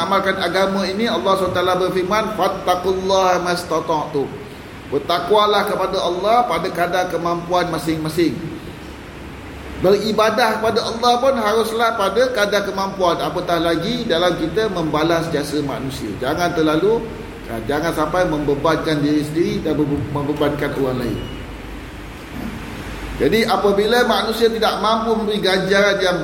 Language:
Malay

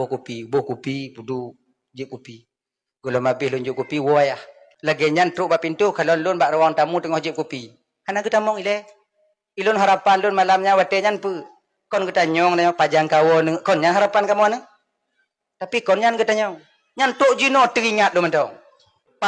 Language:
Achinese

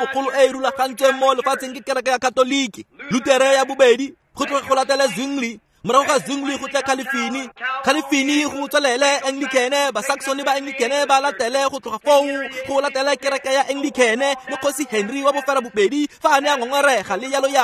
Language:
Tswana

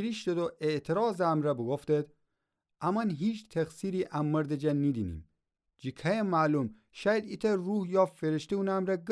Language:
Gilaki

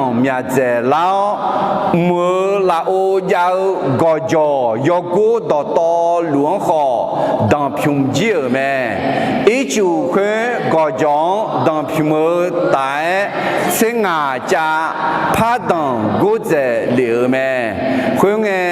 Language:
Akha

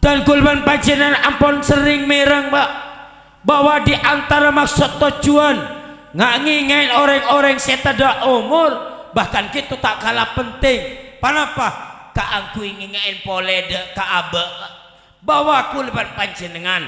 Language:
Madurese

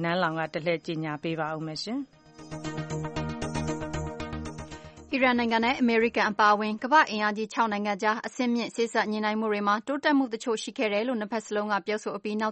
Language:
Burmese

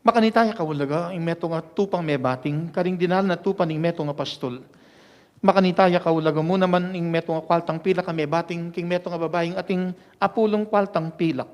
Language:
Pampanga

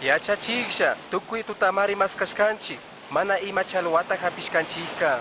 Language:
Chimborazo Highland Quichua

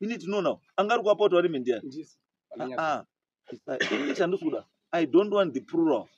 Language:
Shona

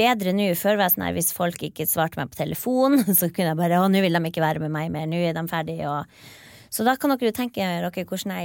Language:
Norwegian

